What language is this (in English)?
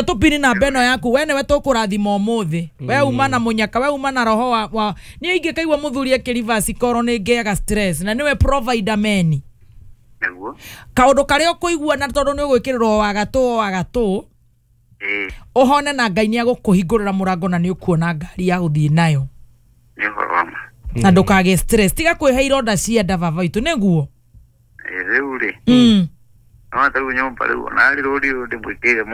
Kikuyu